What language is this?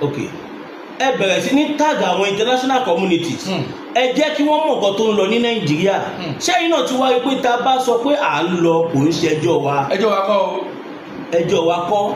Yoruba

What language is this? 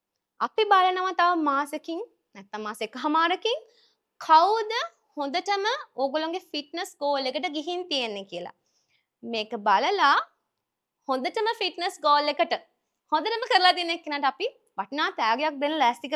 Sinhala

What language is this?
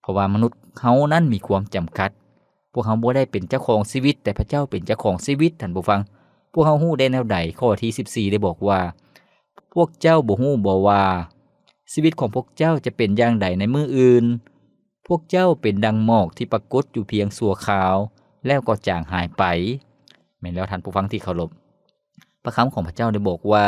Lao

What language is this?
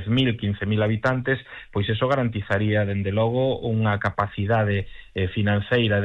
Galician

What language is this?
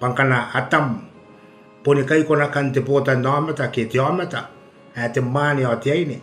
Gilbertese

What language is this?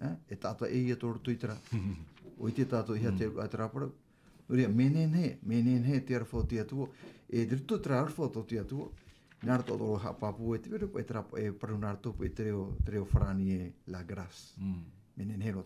Tahitian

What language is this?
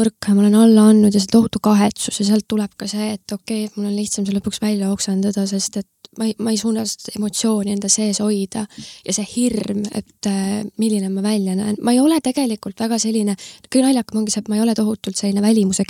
Estonian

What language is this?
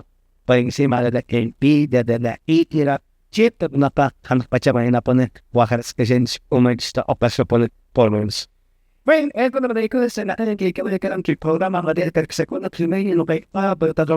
Quechua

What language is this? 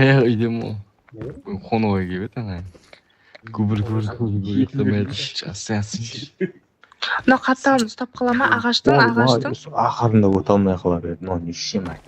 Kara-Kalpak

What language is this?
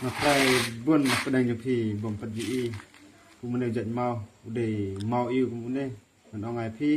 Khasi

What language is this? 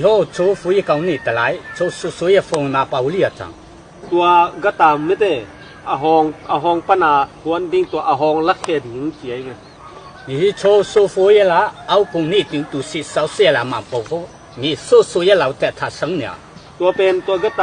Tedim Chin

